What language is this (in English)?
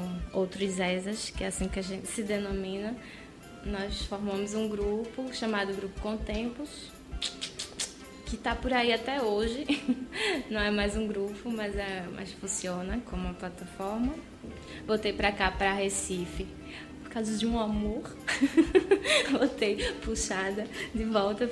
Portuguese